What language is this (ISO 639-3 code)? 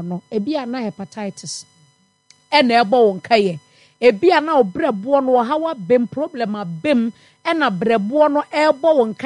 aka